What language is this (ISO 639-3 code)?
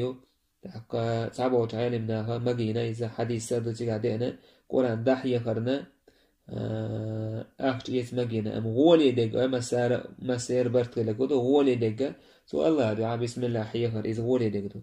che